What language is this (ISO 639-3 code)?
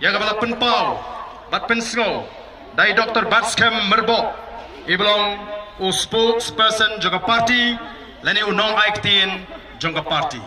kha